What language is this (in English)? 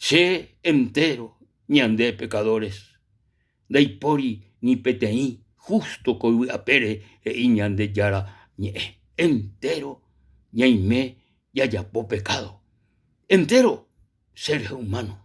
Guarani